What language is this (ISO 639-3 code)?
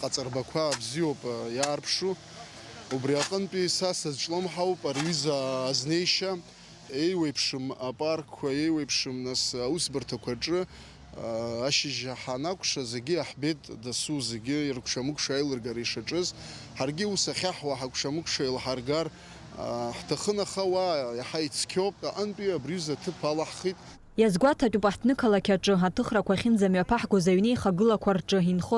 abk